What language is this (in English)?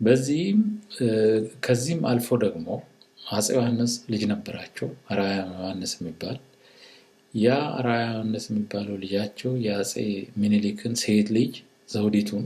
Amharic